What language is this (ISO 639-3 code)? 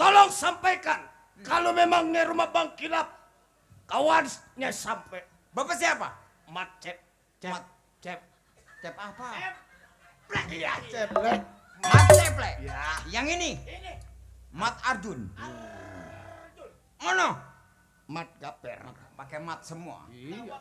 bew